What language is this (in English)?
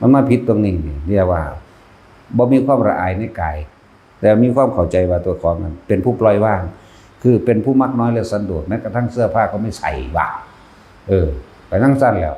Northeastern Thai